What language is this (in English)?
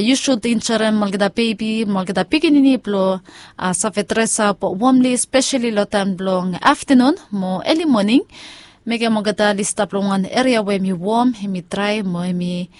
Bislama